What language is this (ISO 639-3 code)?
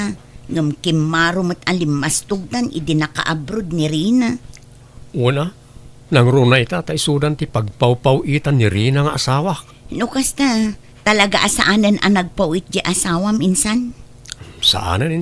ilo